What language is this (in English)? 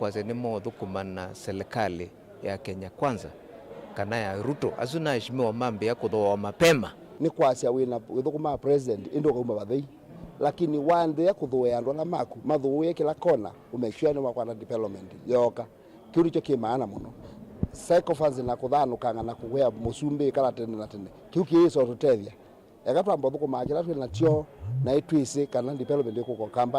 Kamba